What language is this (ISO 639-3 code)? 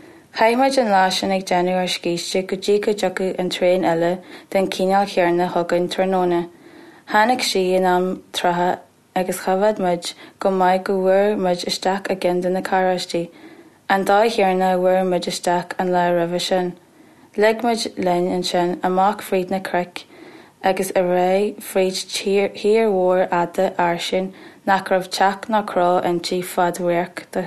gle